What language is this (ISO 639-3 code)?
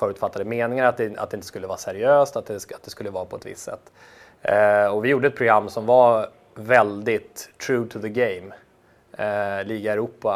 swe